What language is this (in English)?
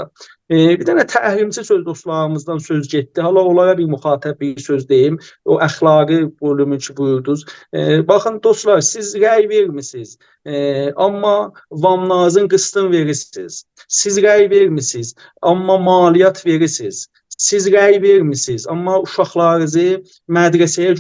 South Azerbaijani